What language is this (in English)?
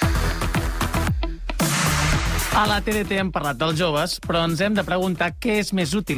Catalan